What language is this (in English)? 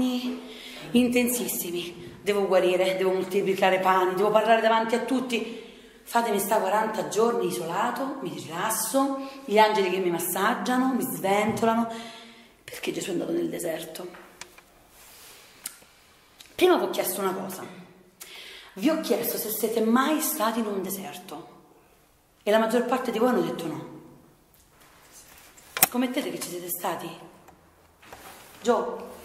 Italian